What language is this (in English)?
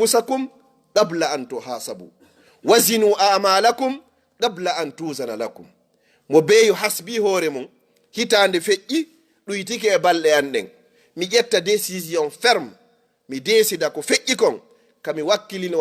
Fula